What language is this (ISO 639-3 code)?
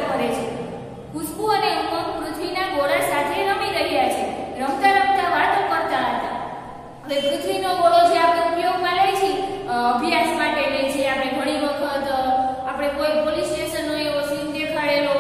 guj